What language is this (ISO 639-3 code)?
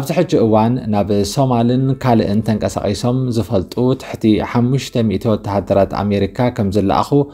tir